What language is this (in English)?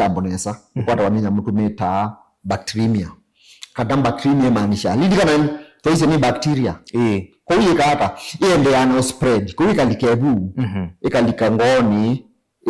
Kamba